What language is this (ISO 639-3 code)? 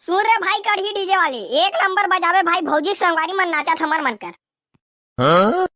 hne